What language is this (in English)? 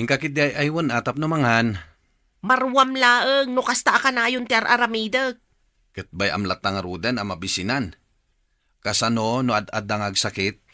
Iloko